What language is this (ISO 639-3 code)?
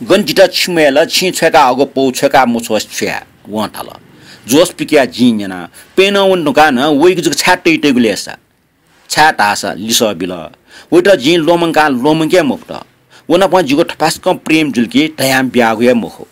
new